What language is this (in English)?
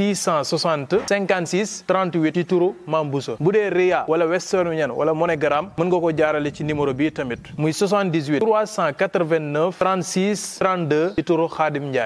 Wolof